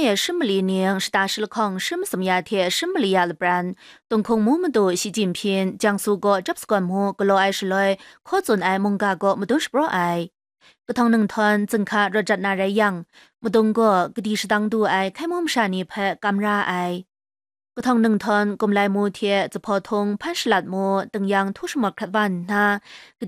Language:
Kachin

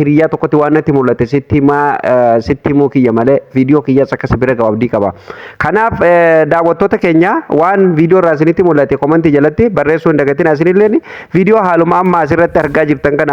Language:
Oromo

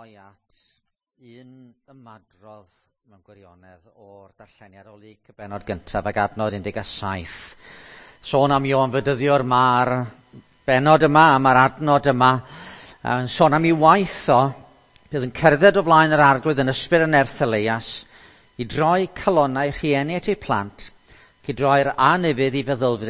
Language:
Welsh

